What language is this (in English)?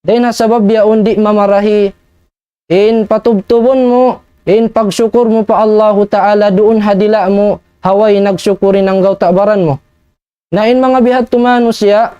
Tausug